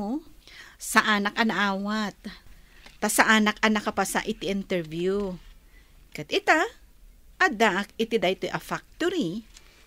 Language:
Iloko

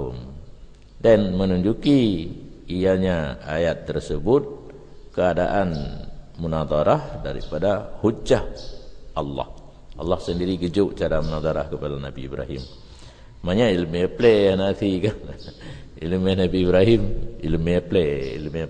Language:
Achinese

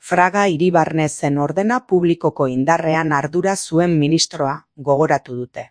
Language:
Basque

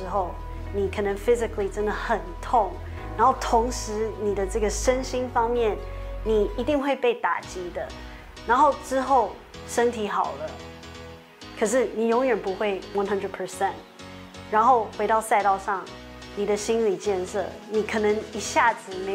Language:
Chinese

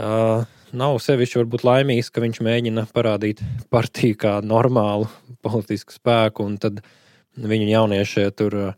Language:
Latvian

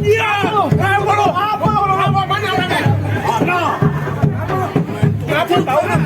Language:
Betawi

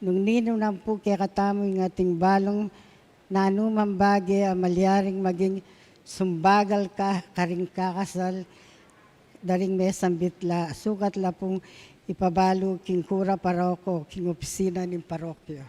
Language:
Pampanga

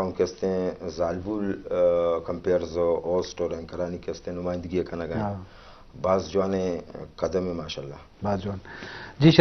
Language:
Eastern Balochi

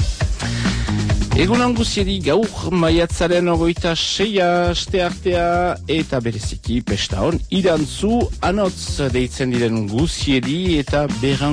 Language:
Basque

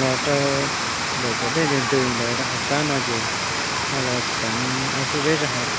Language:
Hmong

